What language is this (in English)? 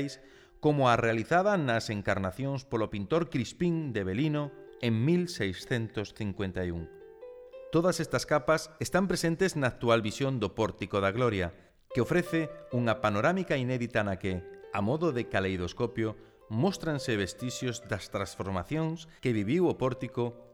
Galician